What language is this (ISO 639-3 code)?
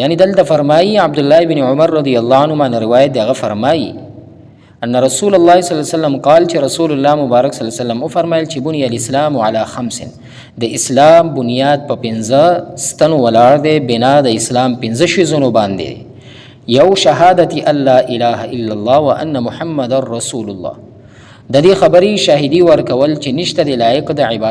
pus